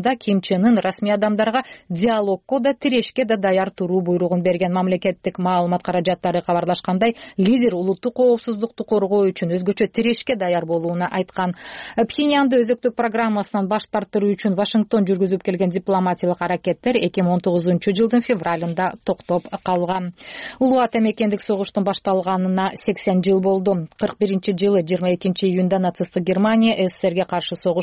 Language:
Kyrgyz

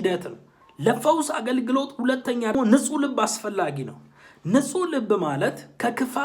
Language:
Amharic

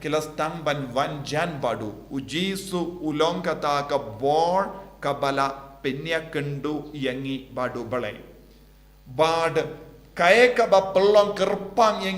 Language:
Khasi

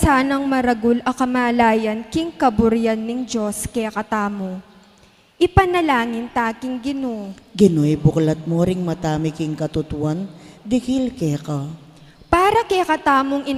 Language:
Pampanga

